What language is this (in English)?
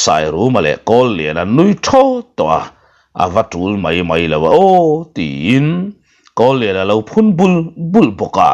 Mizo